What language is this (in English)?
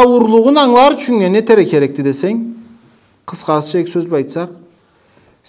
Karachay-Balkar